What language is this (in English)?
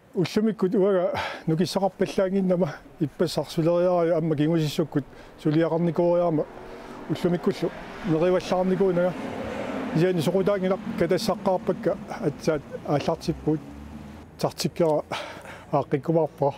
Kalaallisut